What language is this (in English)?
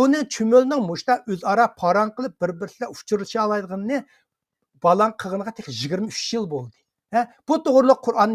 Uyghur